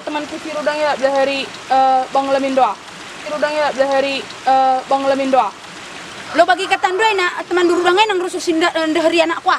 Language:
Batak Karo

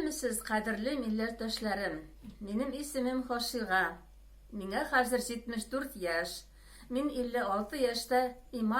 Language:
Tatar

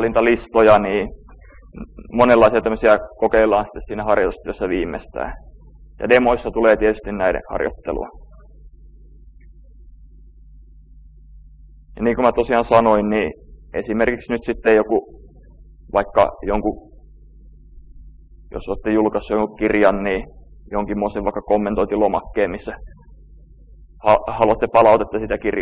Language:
Finnish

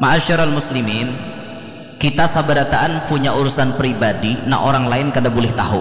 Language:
Banjar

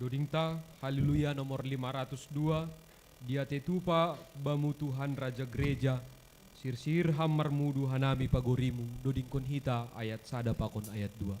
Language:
Batak Simalungun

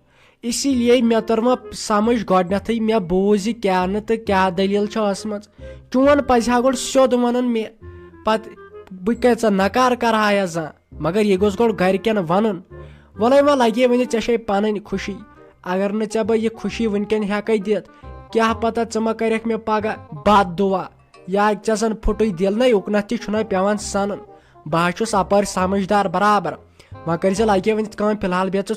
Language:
Kashmiri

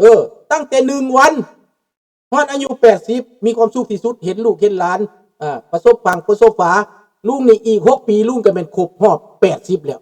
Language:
Lao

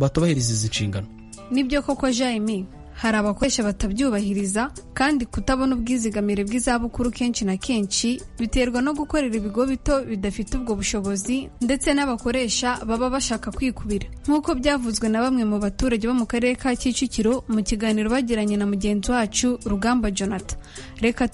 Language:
Kinyarwanda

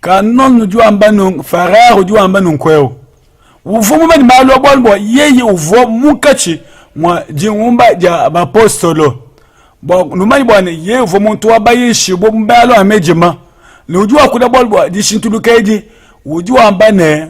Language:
Luba-Lulua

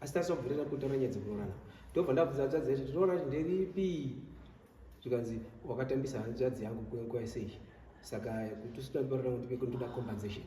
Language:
Shona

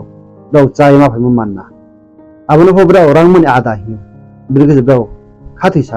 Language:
Riang (India)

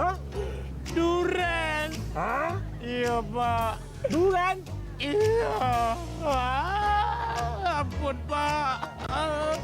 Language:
Musi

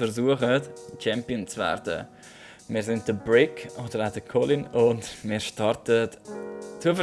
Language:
Swiss German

